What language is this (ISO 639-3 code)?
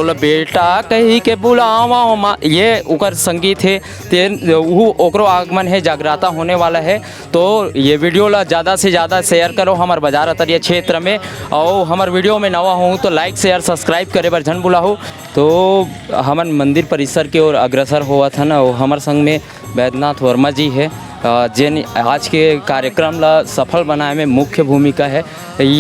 hne